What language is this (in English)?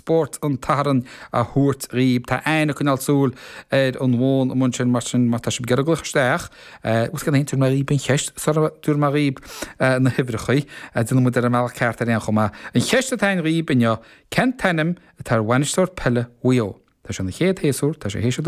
Irish